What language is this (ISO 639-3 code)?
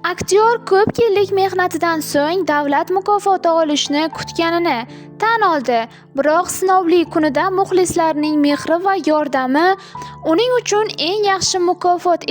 uzb